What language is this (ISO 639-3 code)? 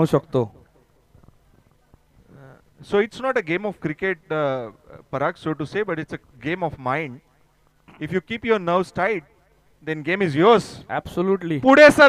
mar